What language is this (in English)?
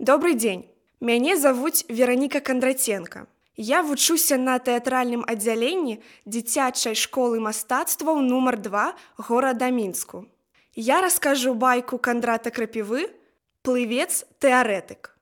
Belarusian